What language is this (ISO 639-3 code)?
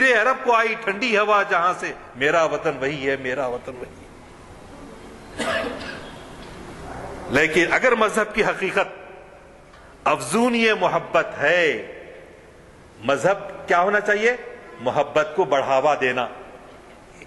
urd